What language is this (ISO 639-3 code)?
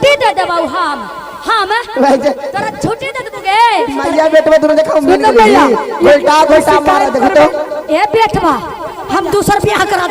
mag